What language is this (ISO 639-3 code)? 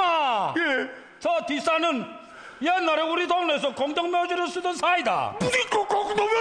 kor